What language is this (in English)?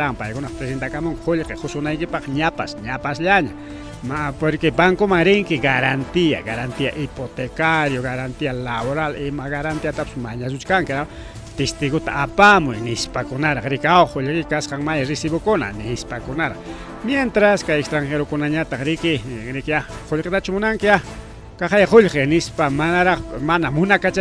Ayacucho Quechua